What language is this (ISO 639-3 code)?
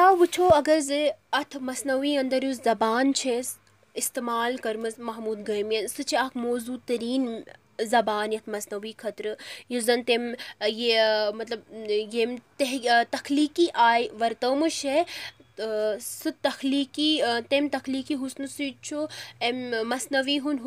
kas